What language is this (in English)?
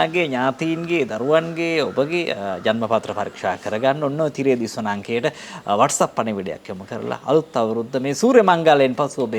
Sinhala